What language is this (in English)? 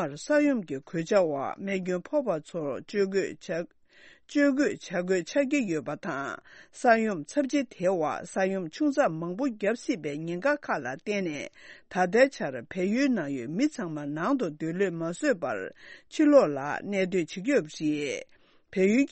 Tibetan